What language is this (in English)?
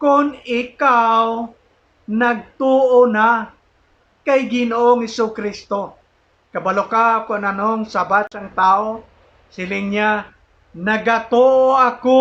Hiligaynon